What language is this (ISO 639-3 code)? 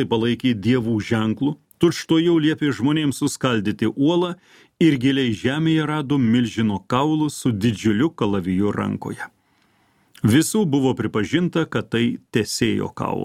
lit